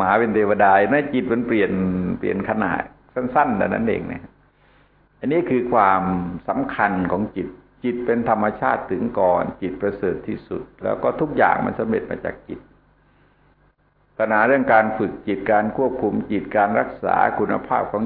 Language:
Thai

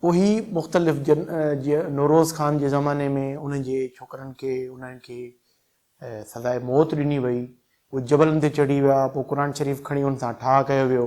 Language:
Sindhi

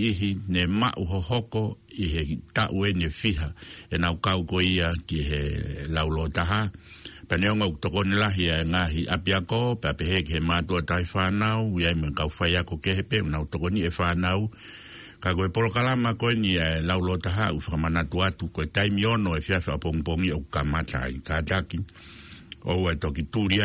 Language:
Tongan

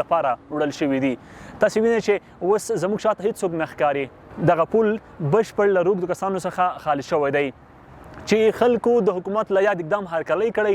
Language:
Pashto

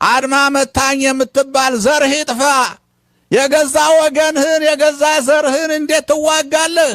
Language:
Amharic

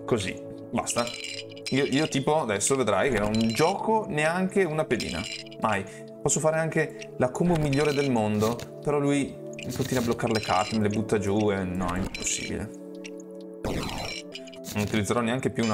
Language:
Italian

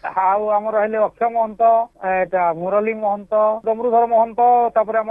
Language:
Odia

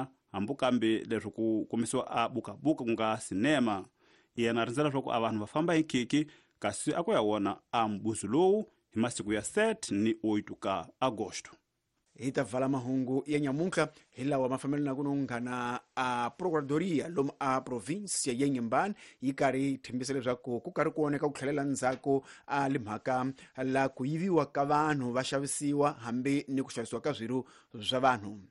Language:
Tsonga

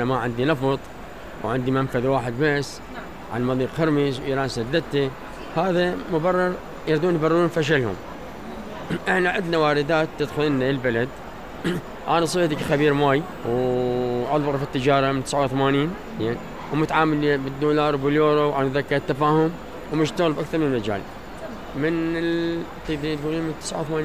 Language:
Mesopotamian Arabic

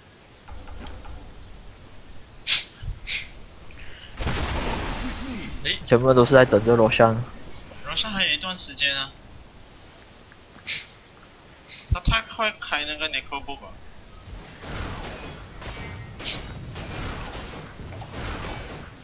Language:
Chinese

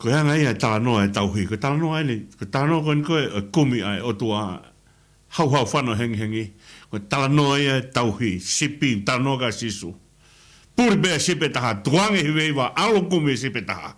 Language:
Tongan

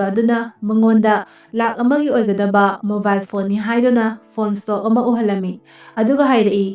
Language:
Manipuri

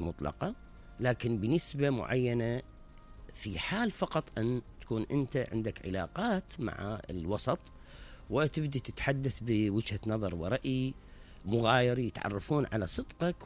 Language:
Mesopotamian Arabic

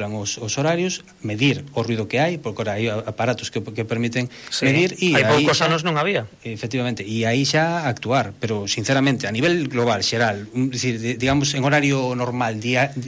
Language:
Galician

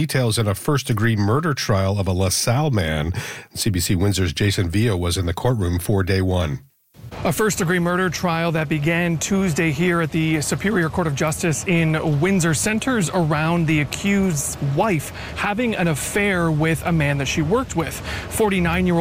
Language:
English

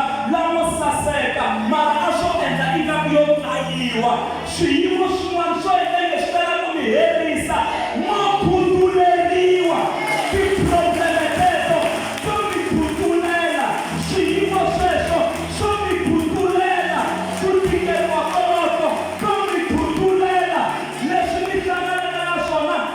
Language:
Tsonga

